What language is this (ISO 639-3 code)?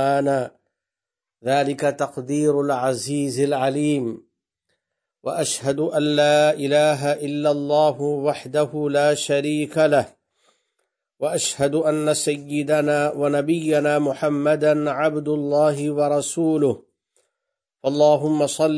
urd